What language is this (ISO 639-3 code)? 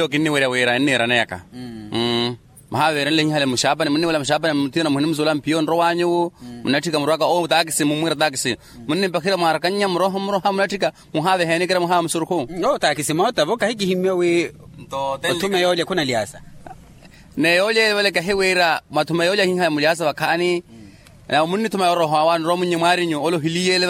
vmw